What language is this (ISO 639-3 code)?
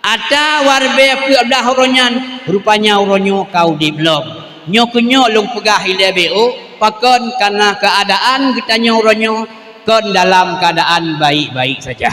ace